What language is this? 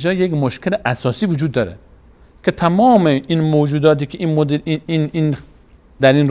Persian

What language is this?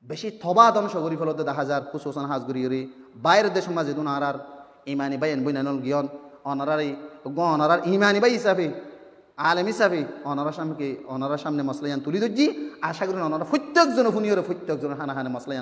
Rohingya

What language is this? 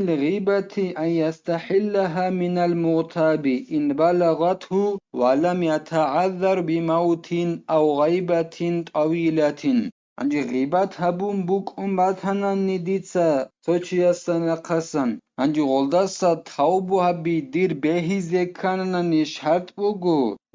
Avaric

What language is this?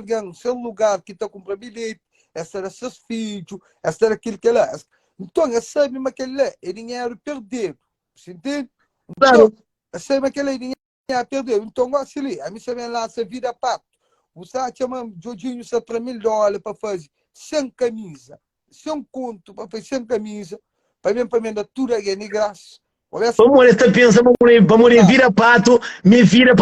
Kabuverdianu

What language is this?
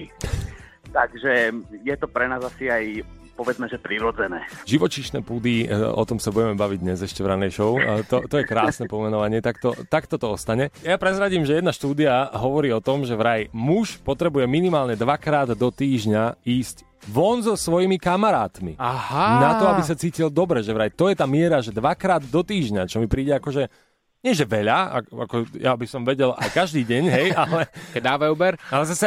Slovak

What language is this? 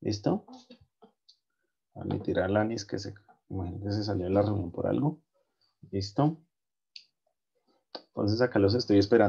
Spanish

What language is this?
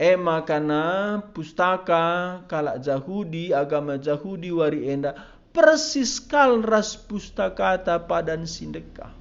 Batak Karo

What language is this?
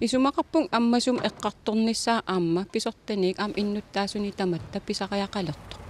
Kalaallisut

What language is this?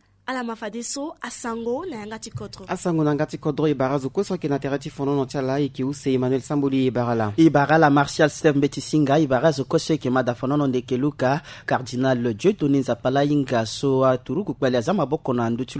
Sango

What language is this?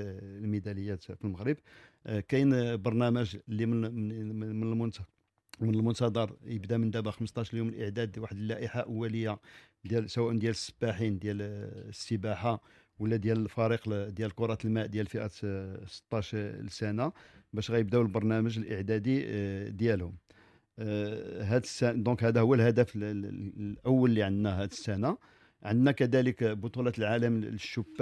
Moroccan Arabic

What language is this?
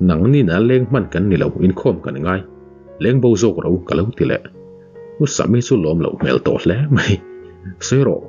Mizo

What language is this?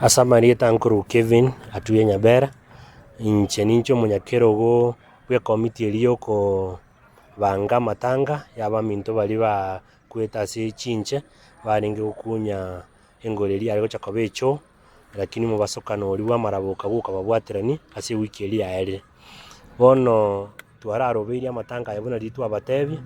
Gusii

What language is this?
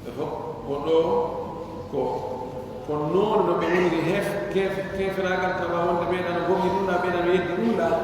Pular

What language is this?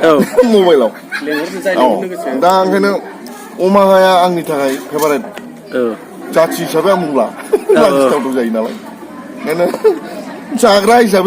Bodo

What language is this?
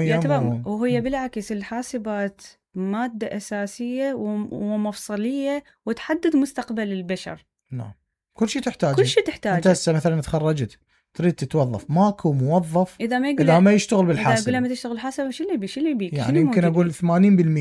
Mesopotamian Arabic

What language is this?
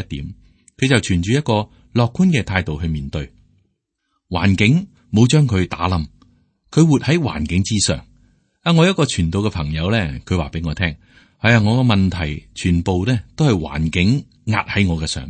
Cantonese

